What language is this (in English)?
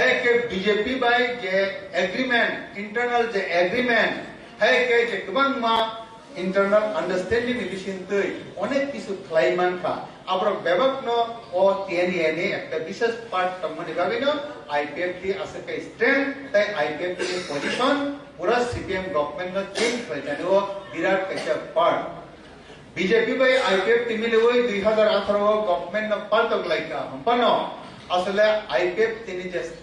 Kok Borok